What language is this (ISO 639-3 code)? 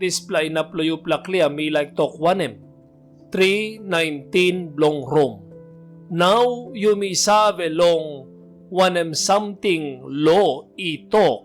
tpi